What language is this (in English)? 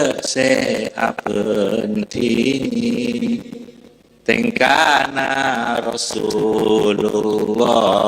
Madurese